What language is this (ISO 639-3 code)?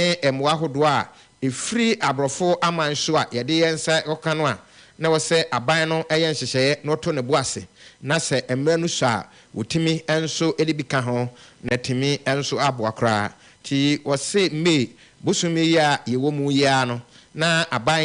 aka